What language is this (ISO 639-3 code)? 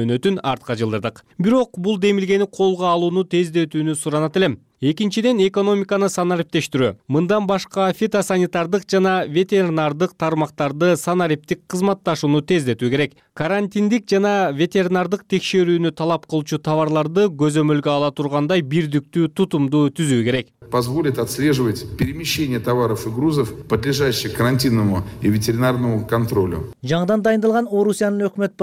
kir